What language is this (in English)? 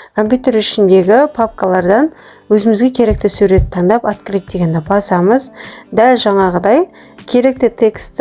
Kazakh